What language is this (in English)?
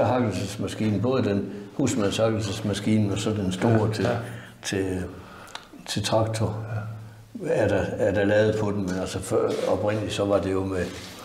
Danish